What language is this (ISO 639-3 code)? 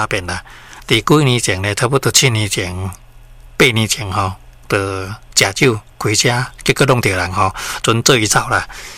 nan